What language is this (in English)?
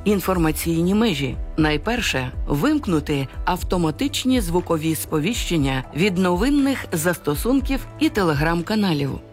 Ukrainian